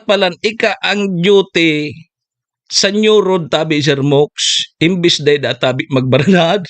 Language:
Bikol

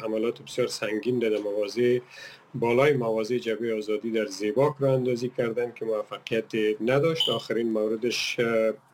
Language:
Persian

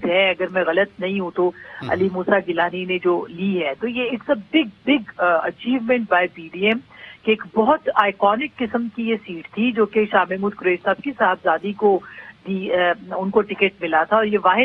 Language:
Urdu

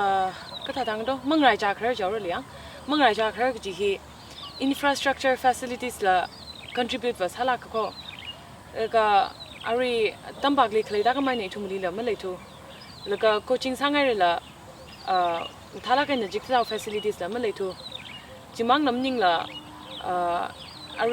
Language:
Tangkhul Naga (India)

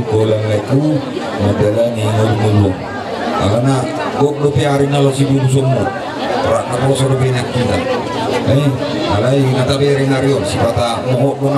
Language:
Batak Toba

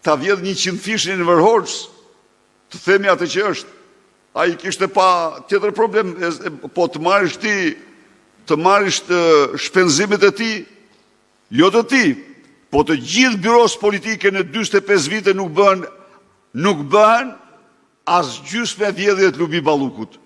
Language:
Albanian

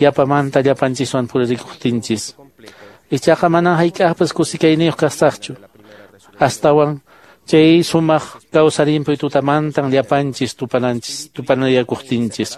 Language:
Quechua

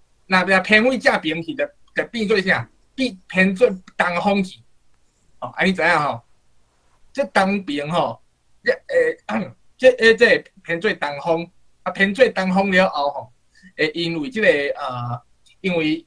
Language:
Min Nan Chinese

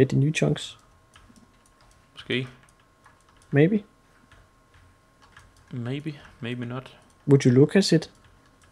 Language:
Danish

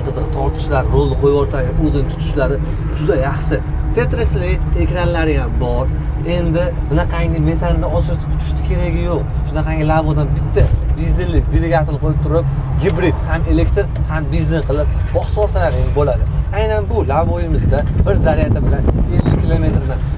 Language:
Uzbek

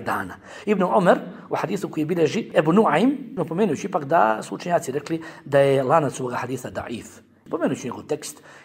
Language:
Bosnian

